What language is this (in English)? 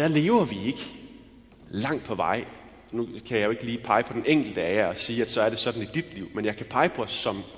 Danish